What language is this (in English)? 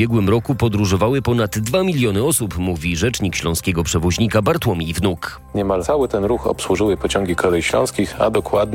Polish